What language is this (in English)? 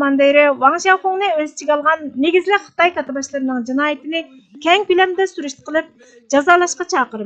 Uyghur